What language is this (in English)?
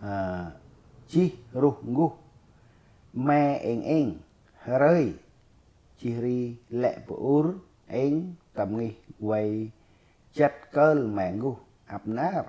Central Mnong